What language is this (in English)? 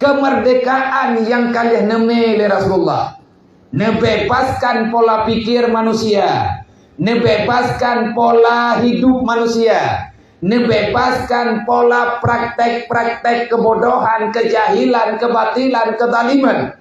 Achinese